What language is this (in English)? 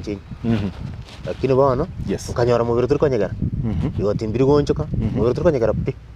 Gusii